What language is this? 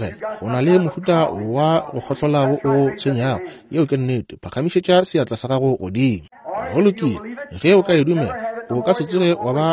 Northern Sotho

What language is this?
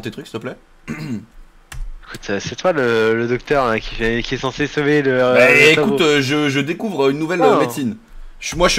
French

